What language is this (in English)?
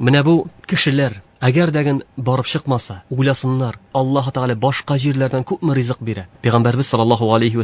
Tatar